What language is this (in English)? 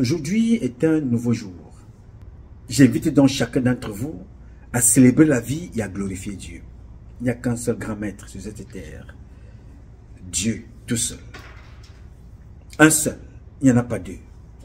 French